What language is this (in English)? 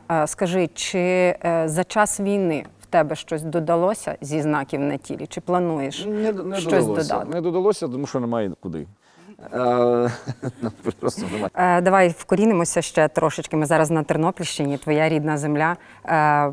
Ukrainian